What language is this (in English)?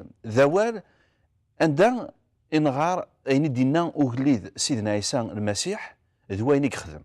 Kabyle